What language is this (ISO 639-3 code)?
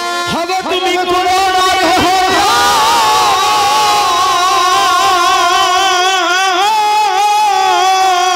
ben